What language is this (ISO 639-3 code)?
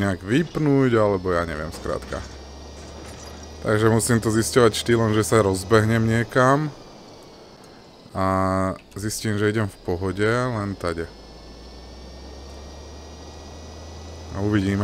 slk